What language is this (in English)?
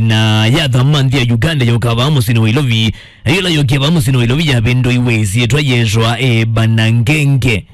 Kamba